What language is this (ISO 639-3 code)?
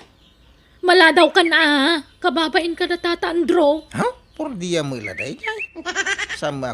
ilo